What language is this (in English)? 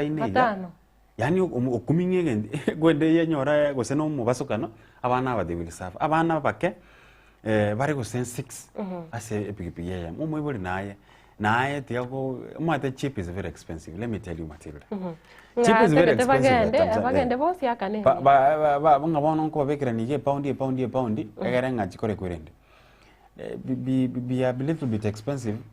Gusii